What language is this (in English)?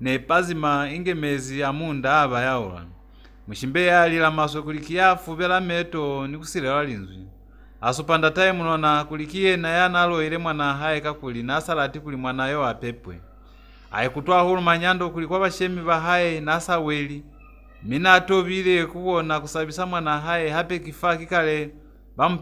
Lozi